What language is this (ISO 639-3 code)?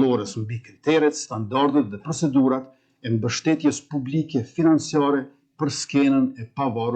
sqi